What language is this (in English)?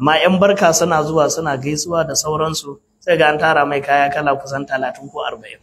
Hausa